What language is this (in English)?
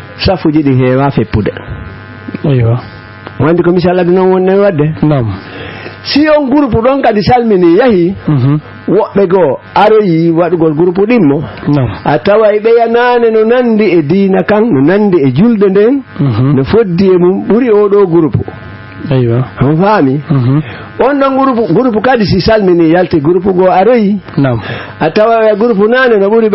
Fula